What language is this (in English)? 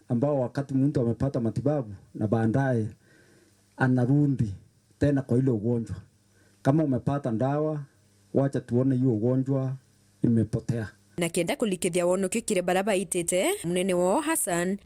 Meru